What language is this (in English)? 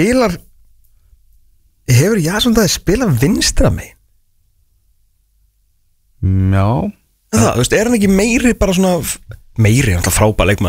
Icelandic